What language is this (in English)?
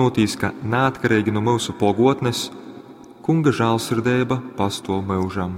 Latgalian